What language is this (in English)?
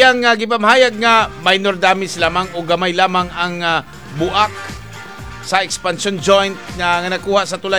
Cebuano